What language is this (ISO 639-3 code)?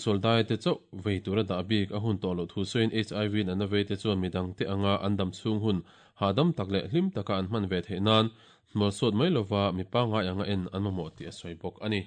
lus